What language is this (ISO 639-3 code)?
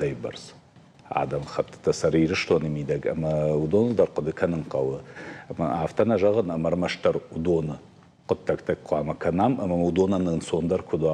oss